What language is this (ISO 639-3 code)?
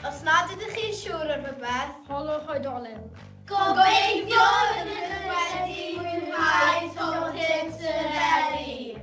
cym